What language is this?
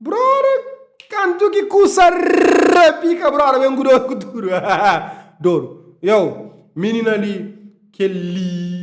Kabuverdianu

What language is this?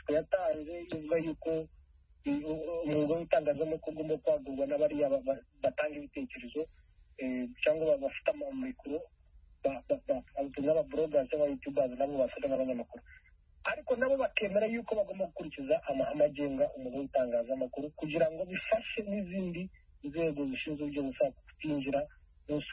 Kinyarwanda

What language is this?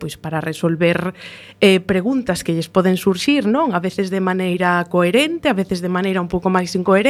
Galician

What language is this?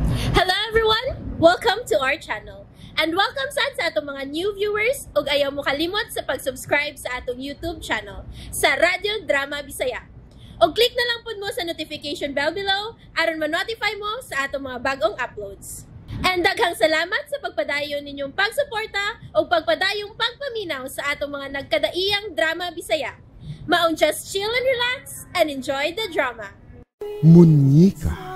Cebuano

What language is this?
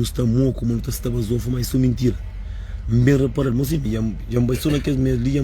Kabuverdianu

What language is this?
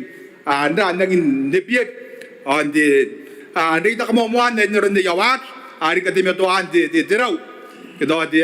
Gilbertese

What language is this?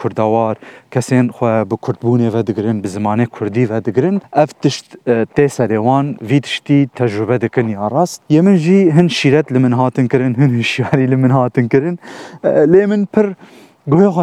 Kurdish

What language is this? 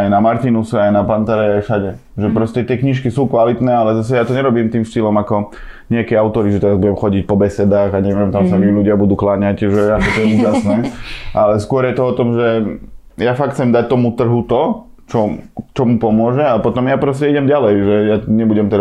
Slovak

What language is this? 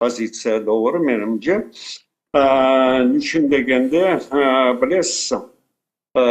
Crimean Tatar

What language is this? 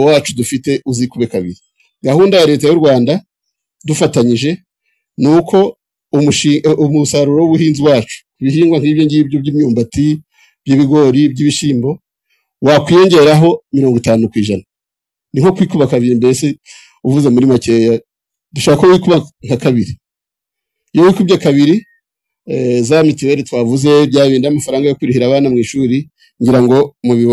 Kinyarwanda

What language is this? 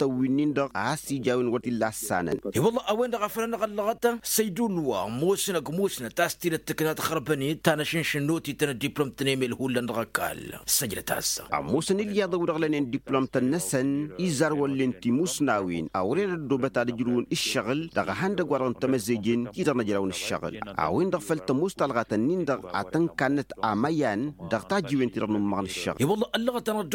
Tamasheq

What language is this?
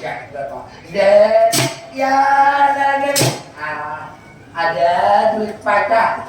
Banjar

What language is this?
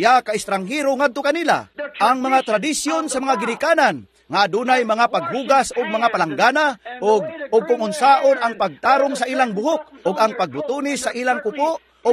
Cebuano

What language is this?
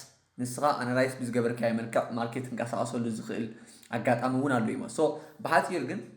Tigrinya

